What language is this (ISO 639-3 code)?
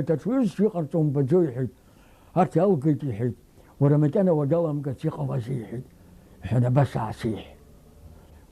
abk